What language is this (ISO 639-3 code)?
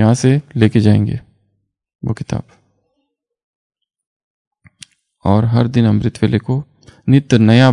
hin